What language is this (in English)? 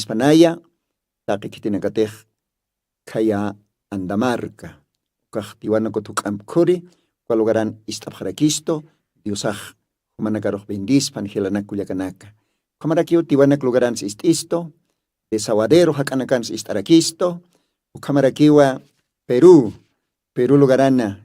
Aymara